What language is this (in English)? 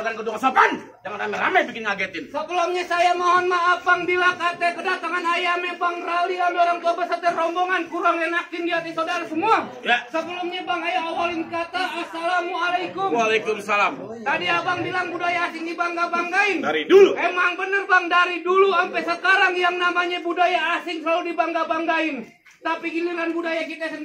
Betawi